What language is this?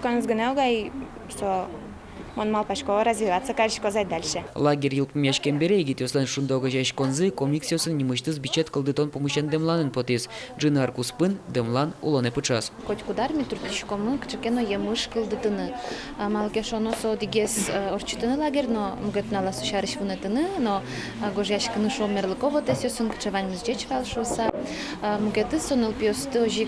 Udmurt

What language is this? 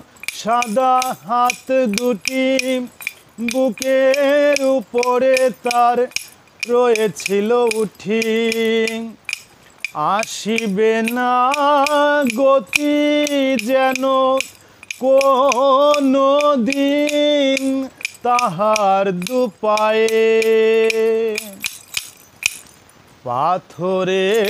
Bangla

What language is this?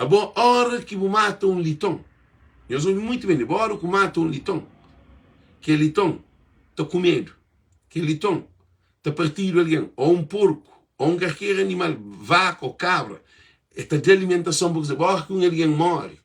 Kabuverdianu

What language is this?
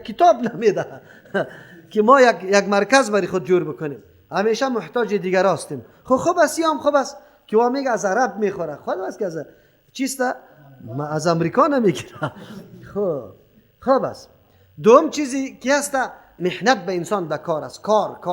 Persian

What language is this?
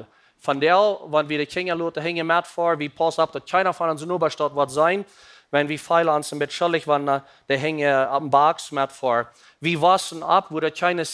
Plautdietsch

